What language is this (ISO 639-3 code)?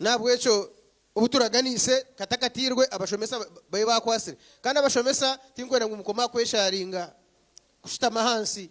nyn